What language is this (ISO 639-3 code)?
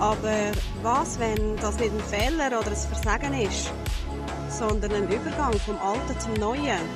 gsw